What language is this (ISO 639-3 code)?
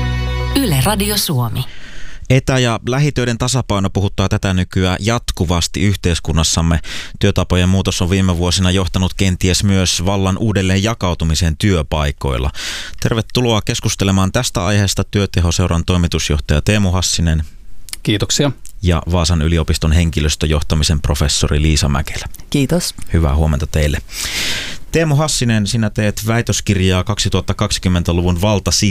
fin